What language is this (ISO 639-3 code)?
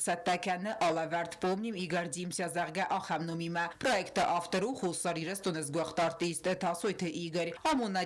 oss